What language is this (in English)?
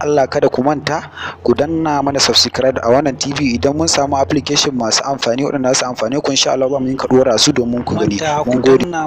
Hausa